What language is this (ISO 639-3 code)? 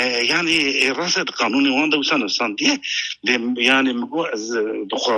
kur